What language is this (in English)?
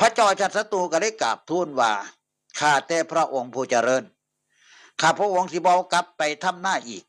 Northeastern Thai